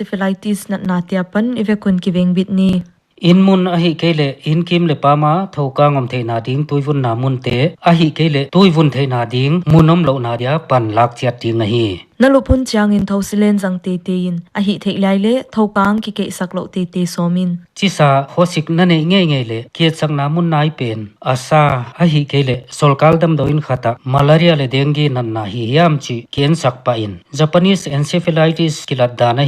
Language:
Paite Chin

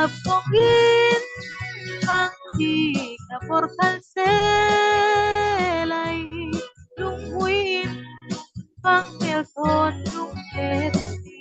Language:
Falam Chin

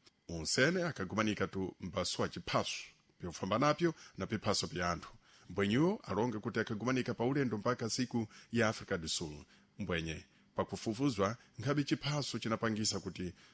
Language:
Sena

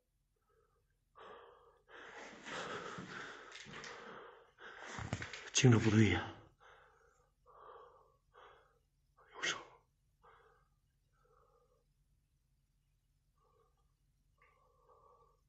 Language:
Chinese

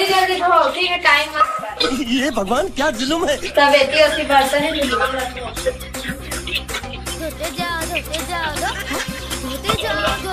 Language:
Chhattisgarhi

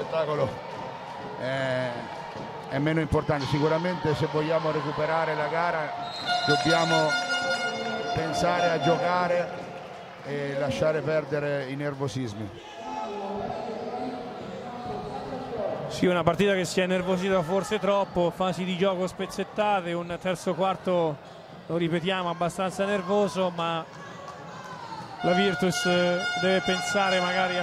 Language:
Italian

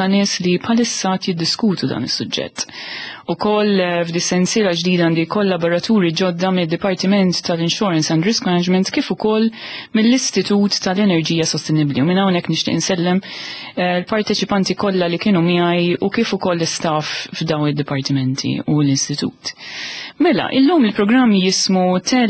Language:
Maltese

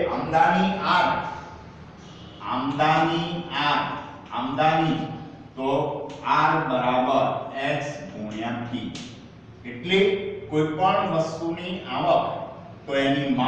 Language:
Gujarati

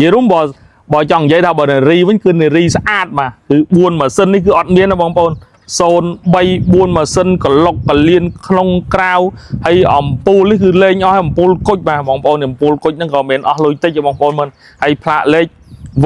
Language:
Khmer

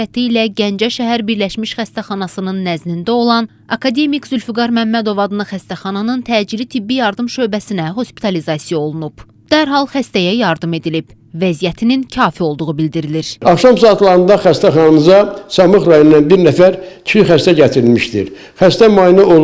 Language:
Azerbaijani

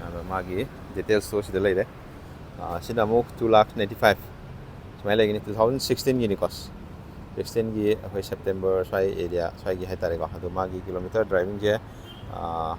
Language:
Manipuri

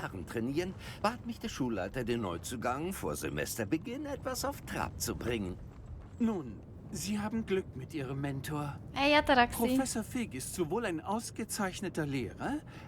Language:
Swiss German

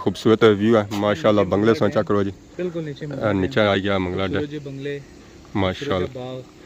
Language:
Pahari-Potwari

